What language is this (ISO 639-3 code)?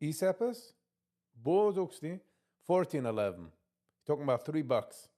yid